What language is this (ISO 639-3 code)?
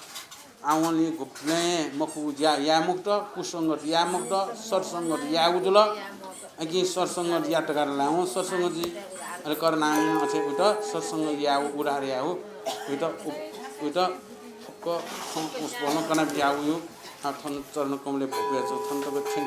new